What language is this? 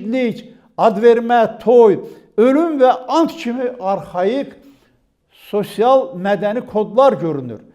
Azerbaijani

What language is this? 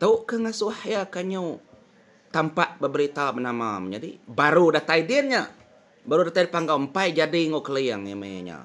Iban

